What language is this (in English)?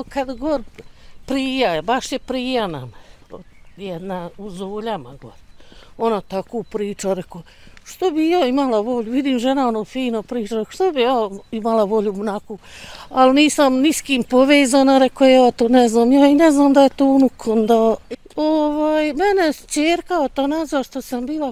Bosnian